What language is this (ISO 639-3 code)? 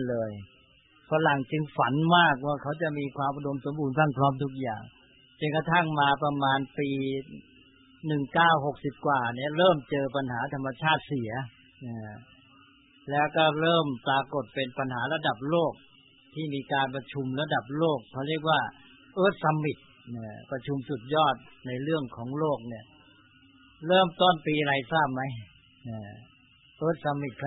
tha